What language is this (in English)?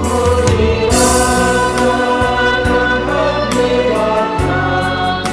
Batak Karo